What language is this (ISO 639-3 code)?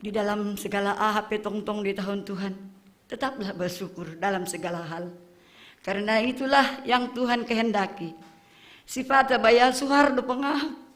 bts